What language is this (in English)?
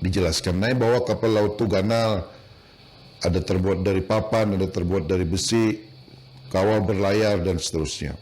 Banjar